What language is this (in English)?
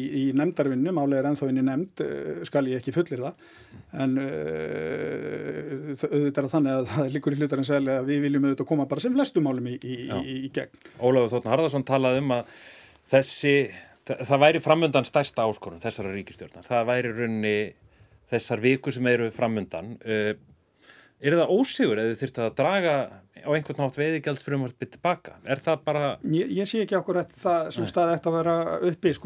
Icelandic